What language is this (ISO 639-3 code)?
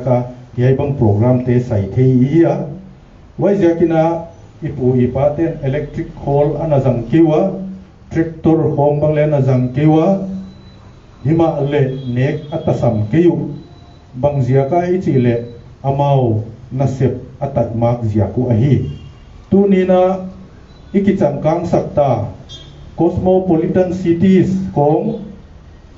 pck